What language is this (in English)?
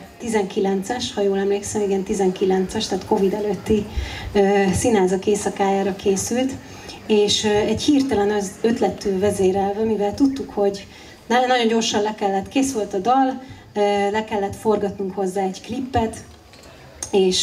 Hungarian